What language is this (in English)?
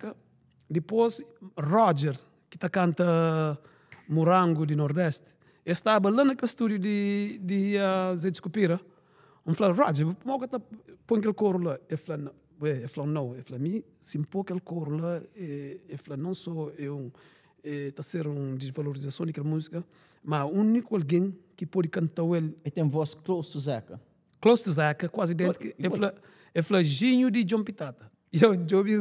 Kabuverdianu